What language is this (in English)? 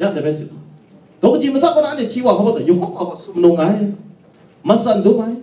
Kachin